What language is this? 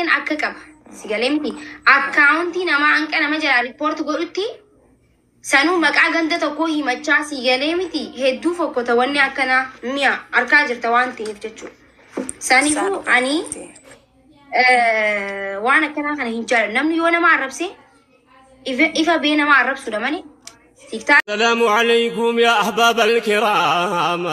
Oromo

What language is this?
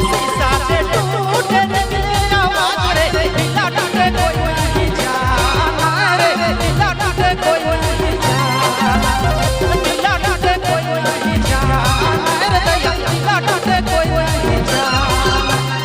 Sadri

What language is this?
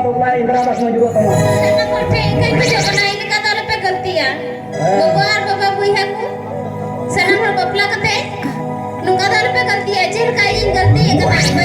Santali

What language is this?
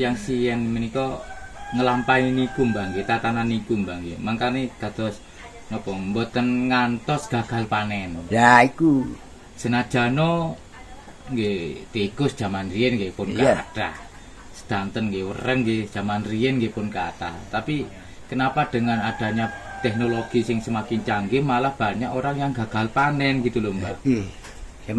Javanese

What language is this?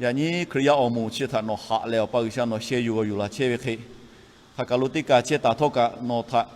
Lahu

